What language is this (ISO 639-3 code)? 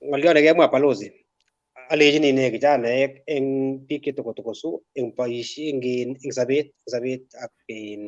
kln